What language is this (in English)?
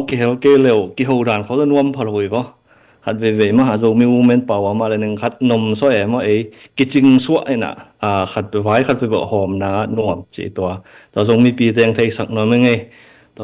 Tedim Chin